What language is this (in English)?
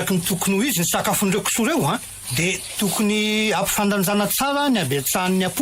Malagasy